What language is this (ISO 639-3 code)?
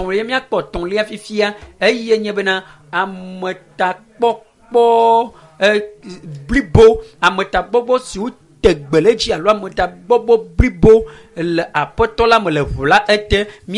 ewe